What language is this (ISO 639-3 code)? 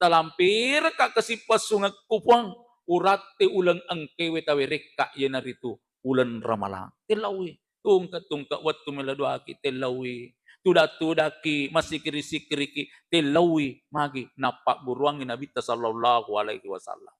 bug